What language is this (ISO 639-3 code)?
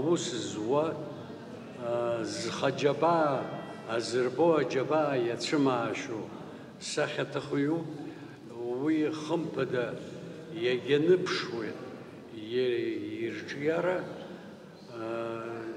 abk